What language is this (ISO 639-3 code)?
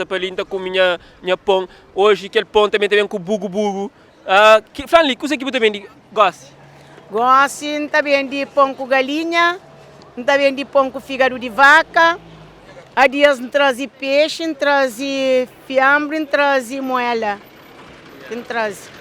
kea